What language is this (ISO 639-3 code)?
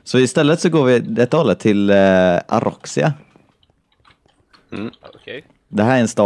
swe